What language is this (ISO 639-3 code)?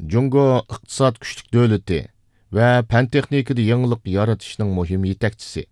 uig